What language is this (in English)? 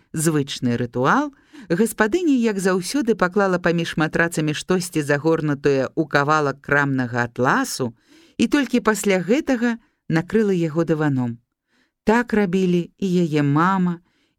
Belarusian